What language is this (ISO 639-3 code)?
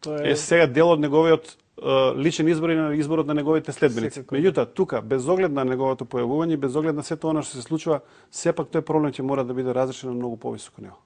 mkd